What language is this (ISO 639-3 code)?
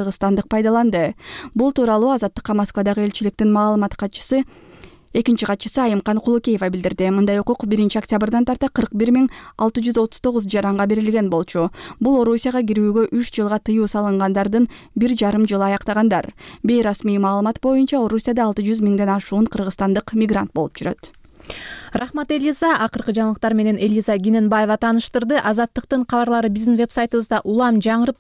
kir